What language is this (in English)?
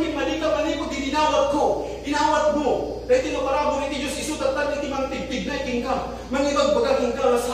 Iloko